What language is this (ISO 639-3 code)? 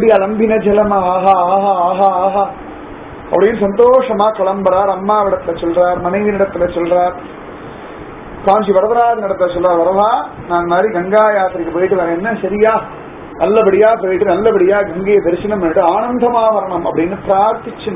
tam